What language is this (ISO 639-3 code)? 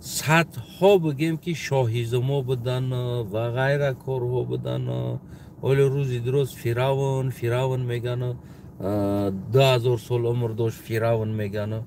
tgk